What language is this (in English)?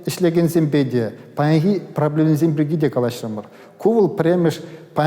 Chuvash